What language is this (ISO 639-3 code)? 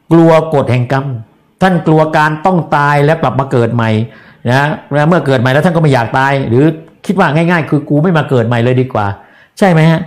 tha